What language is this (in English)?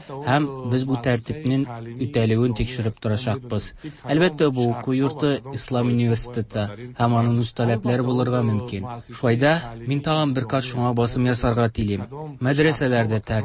Tatar